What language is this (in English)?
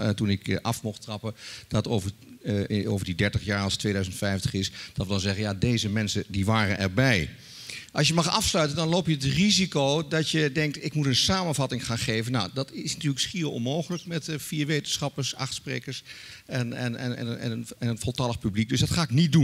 Dutch